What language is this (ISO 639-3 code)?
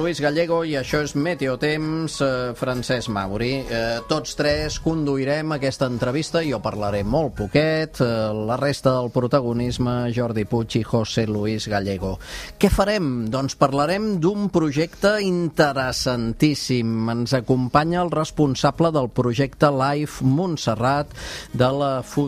cat